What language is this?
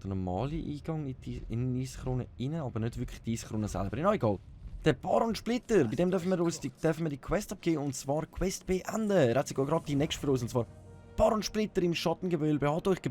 Swiss German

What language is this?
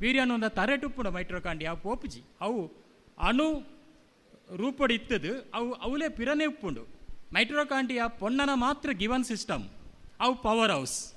Tulu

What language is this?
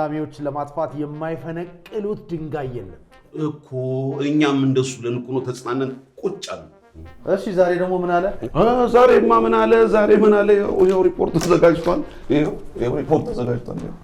Amharic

